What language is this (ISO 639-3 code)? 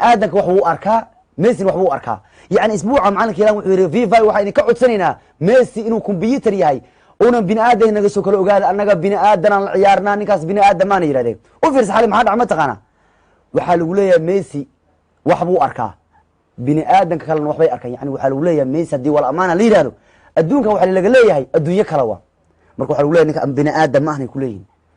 som